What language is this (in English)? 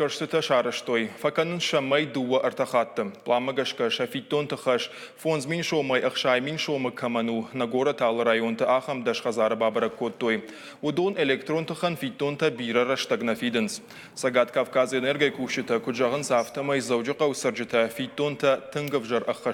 Ossetic